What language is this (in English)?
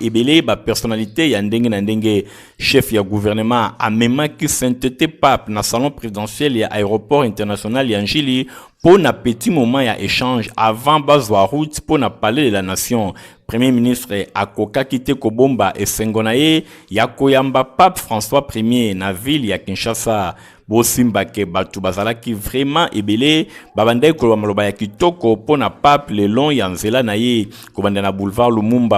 Lingala